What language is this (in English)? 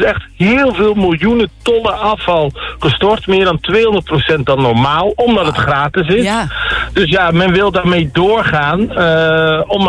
Dutch